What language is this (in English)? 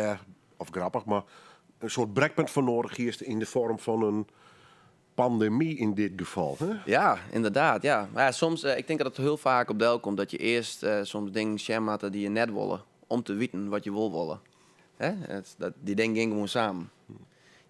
Western Frisian